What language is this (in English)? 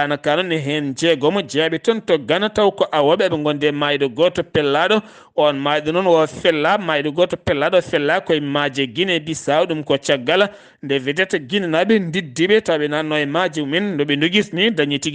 Fula